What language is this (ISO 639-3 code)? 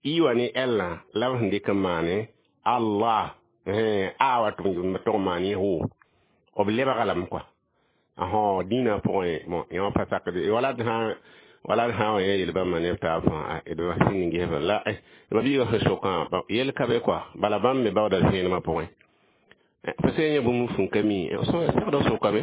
mos